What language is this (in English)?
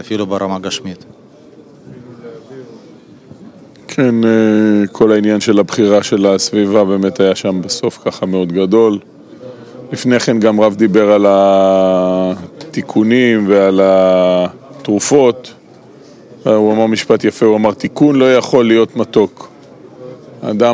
Hebrew